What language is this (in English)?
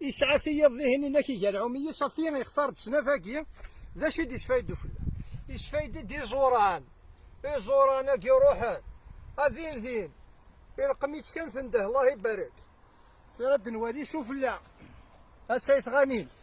Kabyle